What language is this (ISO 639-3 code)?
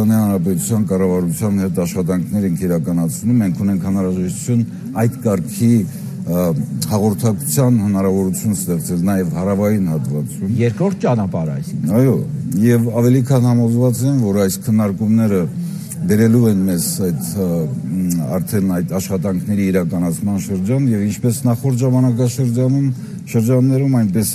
hye